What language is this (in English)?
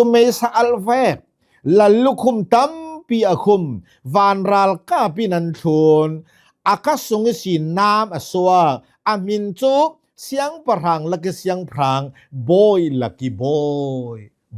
Hakha Chin